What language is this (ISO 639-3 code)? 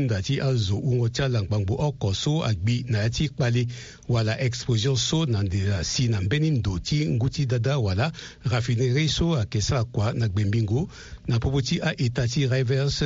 sag